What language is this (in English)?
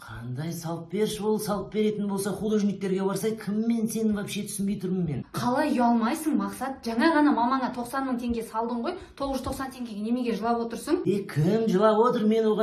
Kazakh